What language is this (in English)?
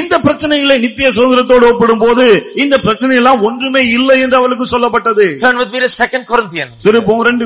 Tamil